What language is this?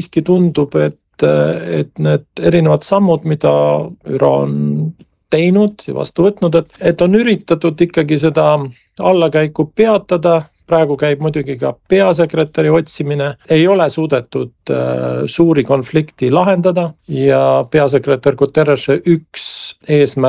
Estonian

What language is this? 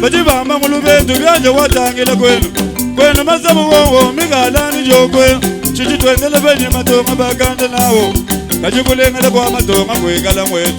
Luba-Lulua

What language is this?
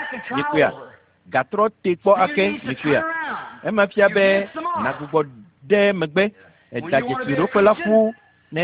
Ewe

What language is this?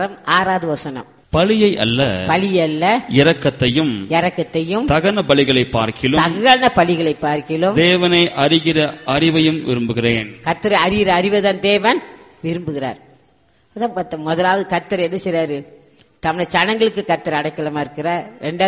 Tamil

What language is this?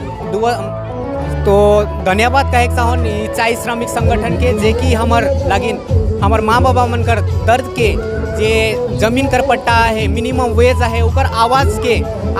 Sadri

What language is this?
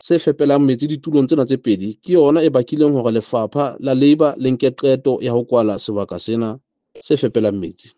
Southern Sotho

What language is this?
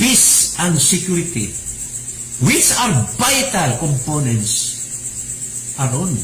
Cebuano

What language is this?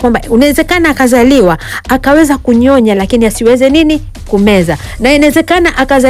Swahili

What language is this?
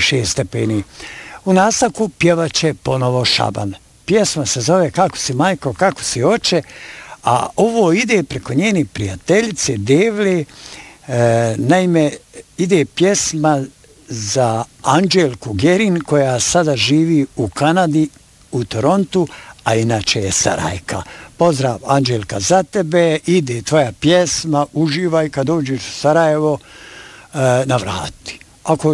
Bosnian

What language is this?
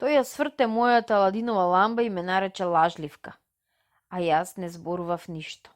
Macedonian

